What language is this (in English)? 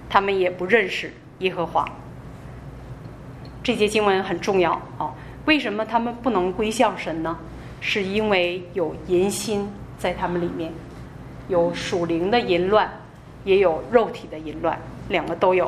Chinese